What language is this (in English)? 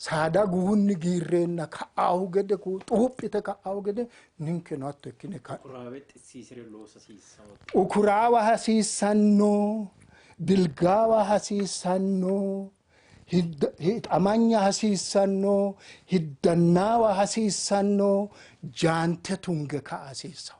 Sidamo